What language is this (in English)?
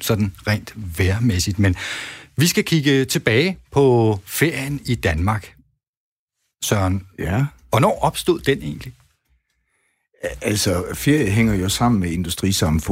Danish